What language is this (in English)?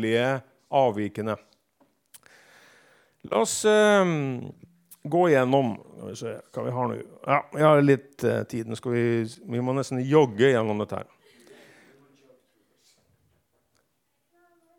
Norwegian